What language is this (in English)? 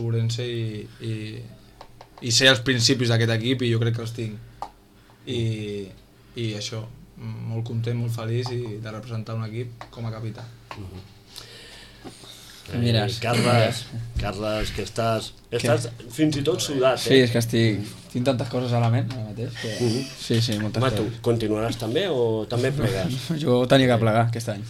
Catalan